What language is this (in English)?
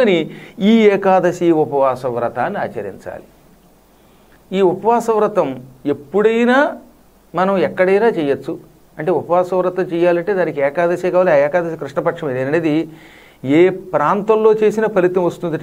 Telugu